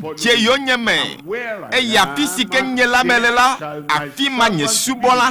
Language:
Ewe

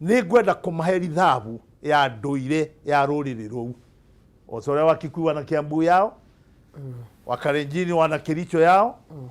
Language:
Kikuyu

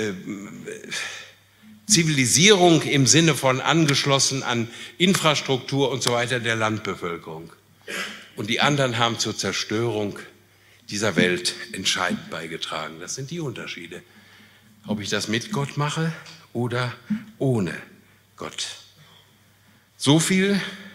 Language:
German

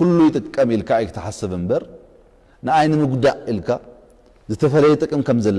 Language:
Tigrinya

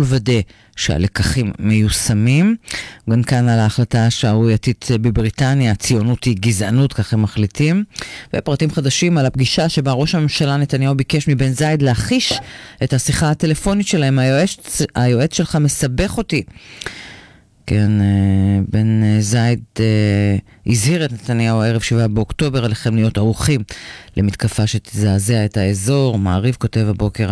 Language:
Hebrew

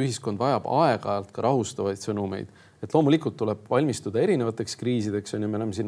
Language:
Estonian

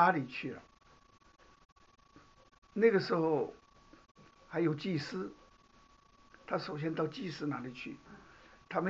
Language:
Chinese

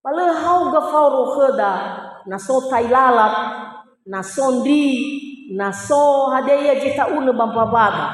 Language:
Nias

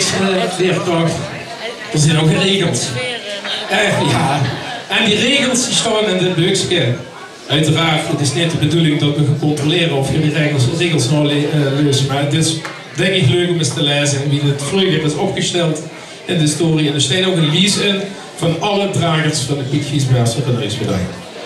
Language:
Limburgish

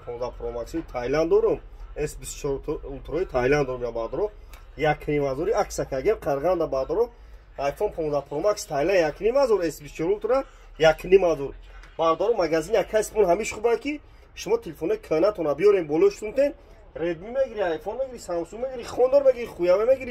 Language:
Tajik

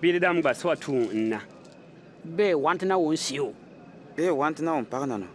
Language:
Bimoba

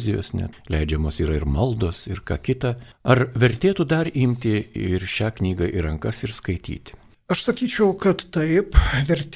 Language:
Lithuanian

